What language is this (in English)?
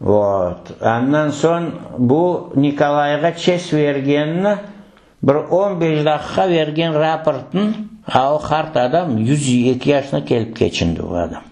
Crimean Tatar